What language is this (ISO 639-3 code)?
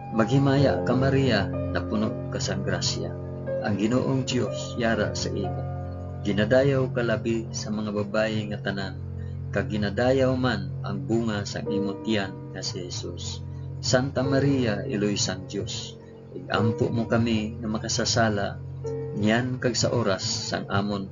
hil